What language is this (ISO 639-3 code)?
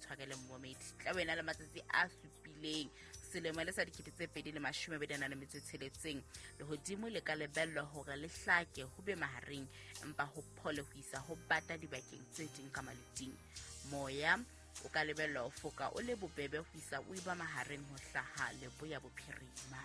sot